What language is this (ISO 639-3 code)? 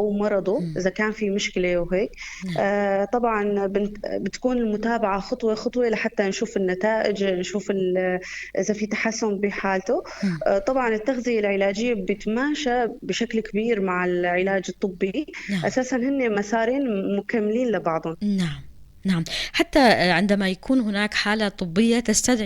apc